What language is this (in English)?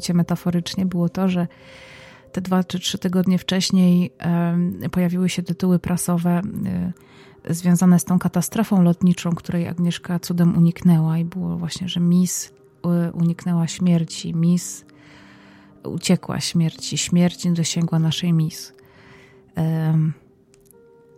Polish